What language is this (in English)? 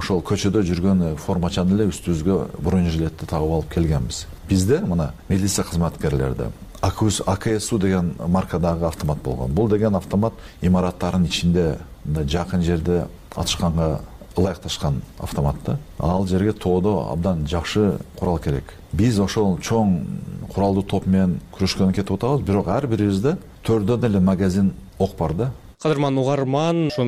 Kyrgyz